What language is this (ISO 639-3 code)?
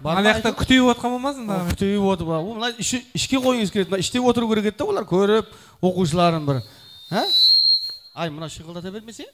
kaa